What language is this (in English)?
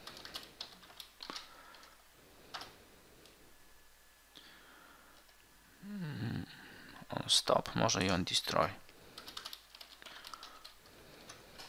Polish